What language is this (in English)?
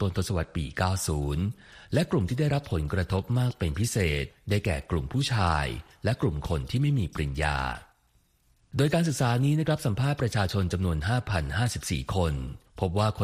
Thai